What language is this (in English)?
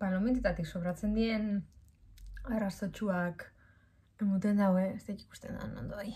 Basque